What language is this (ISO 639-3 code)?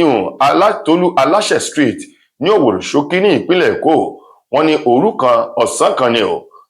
yor